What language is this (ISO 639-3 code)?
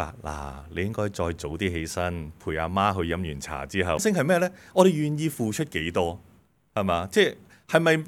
yue